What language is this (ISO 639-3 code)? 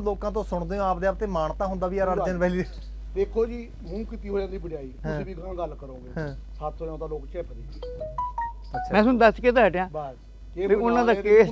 pan